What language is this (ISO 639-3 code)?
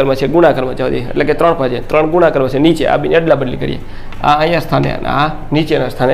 guj